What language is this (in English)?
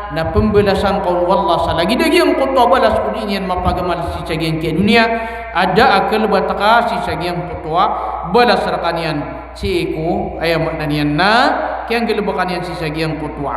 Maranao